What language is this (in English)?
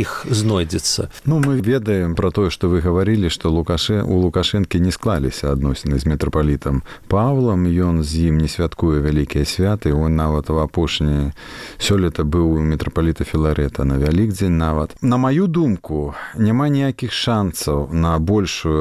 Belarusian